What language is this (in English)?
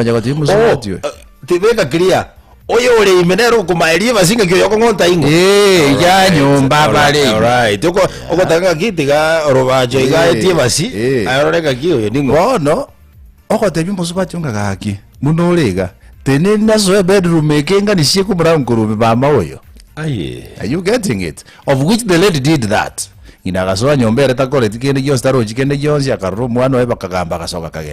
Gusii